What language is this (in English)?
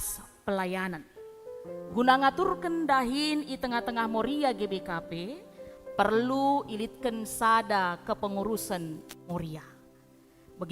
Batak Karo